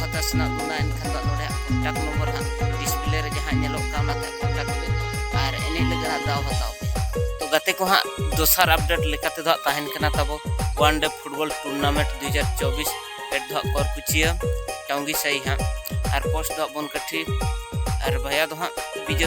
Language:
Santali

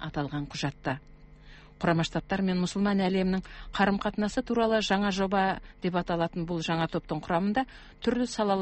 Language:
Kazakh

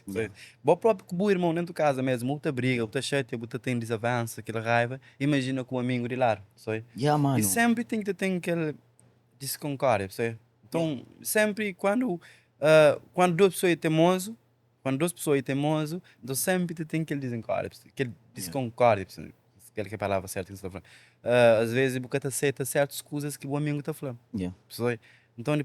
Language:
Kabuverdianu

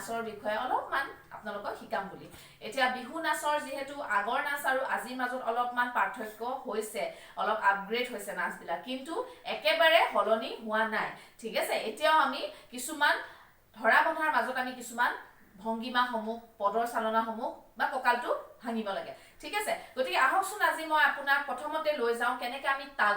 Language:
Assamese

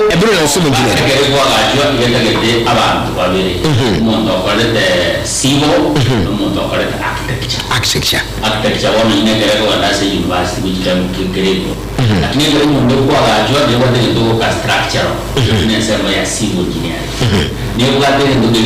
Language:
Gusii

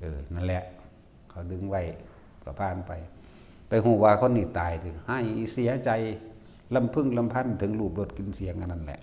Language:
Northeastern Thai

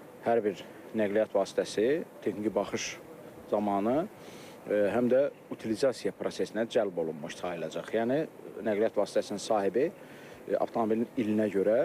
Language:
Azerbaijani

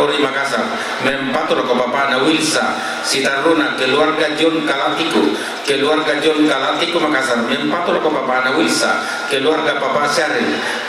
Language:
Toraja-Sa'dan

